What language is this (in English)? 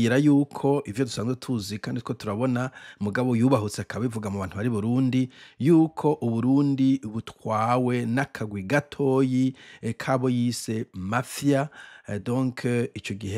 Rundi